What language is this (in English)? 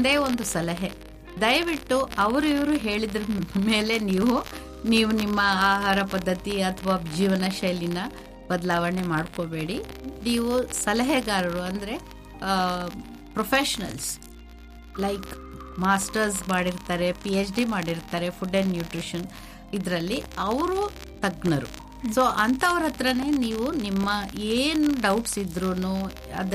Kannada